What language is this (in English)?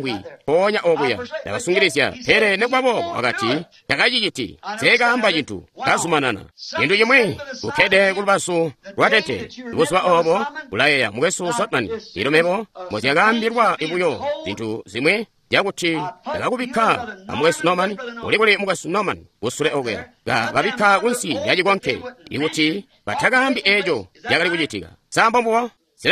Tonga (Zambia)